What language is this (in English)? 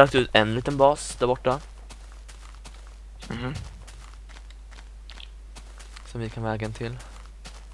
Swedish